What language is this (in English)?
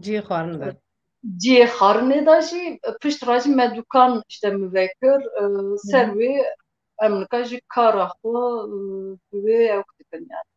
Kurdish